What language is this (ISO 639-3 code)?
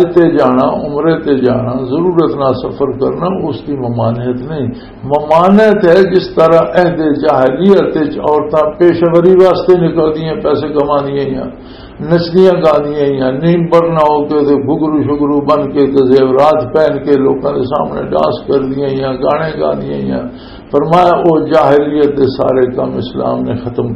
lah